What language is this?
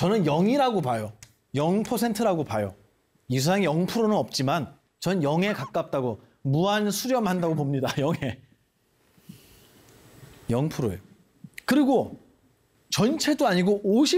Korean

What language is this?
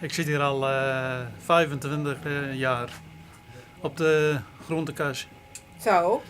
Western Frisian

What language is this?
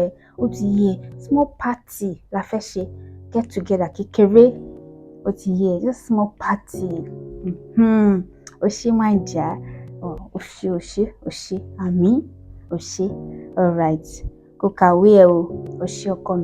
Yoruba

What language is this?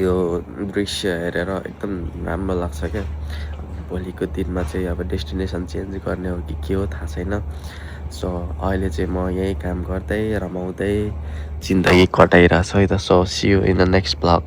Nepali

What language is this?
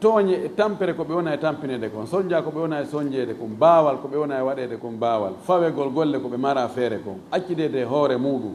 Fula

